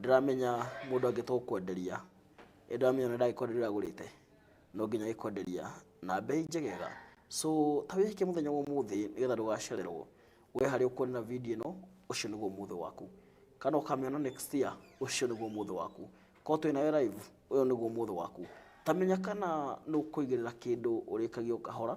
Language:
Kikuyu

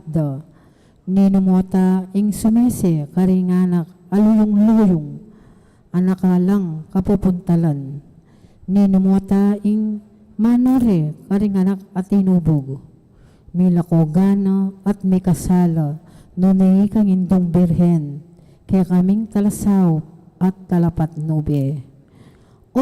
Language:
Pampanga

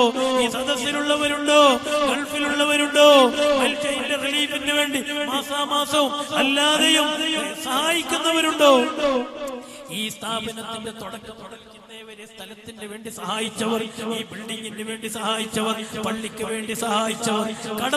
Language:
Malayalam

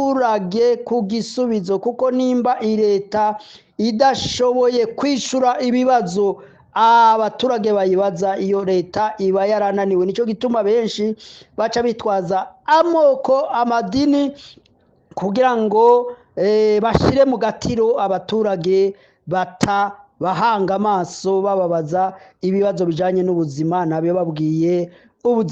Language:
Rundi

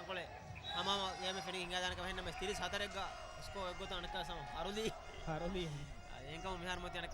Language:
Divehi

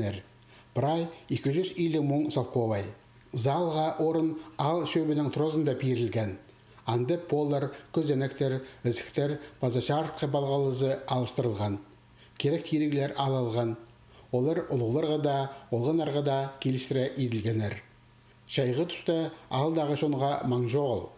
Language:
Khakas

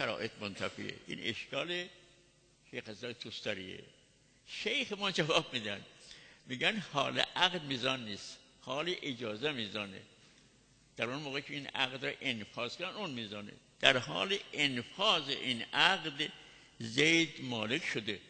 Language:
Persian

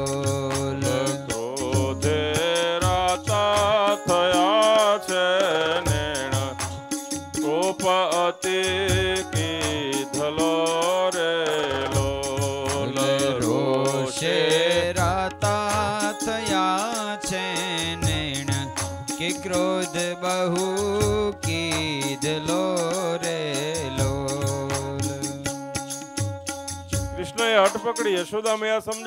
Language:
Gujarati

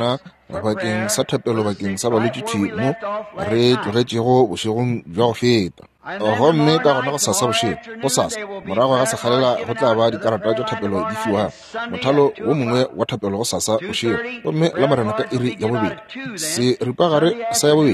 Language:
Northern Sotho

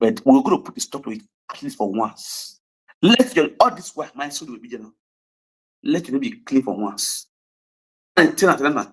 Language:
Nigerian Pidgin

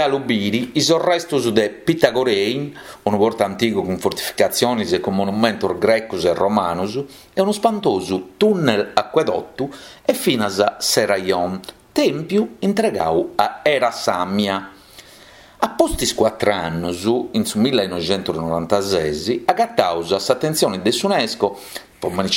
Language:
Sardinian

